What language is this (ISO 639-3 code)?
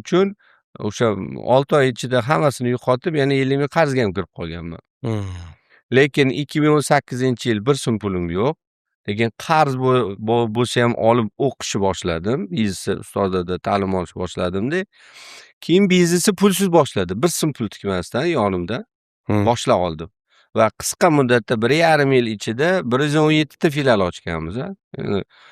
uzb